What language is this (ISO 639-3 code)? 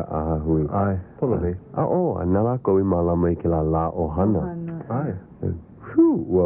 haw